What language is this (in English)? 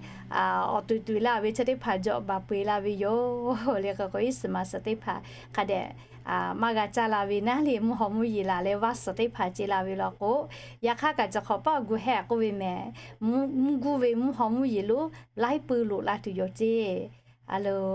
Lahu